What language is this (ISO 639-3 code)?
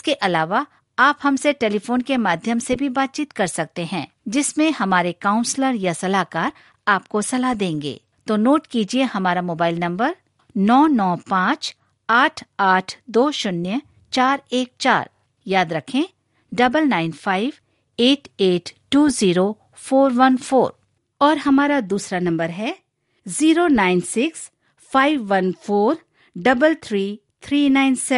hin